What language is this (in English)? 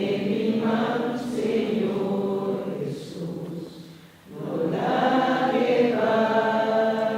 Papiamento